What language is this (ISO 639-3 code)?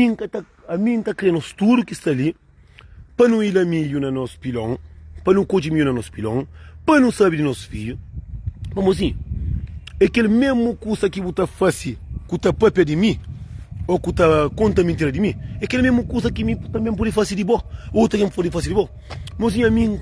kea